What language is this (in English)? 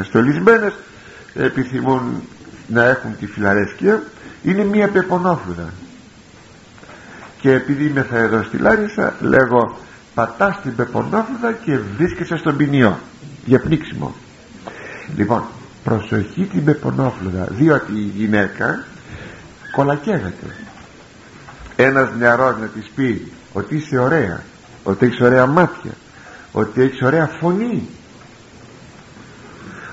Greek